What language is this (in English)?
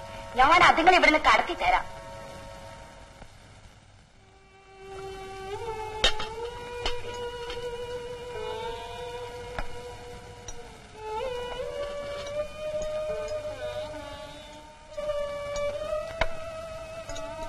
Malayalam